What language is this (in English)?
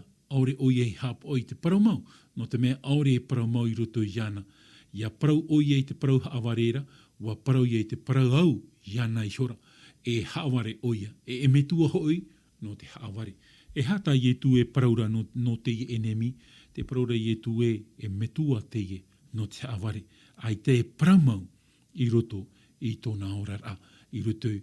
Tahitian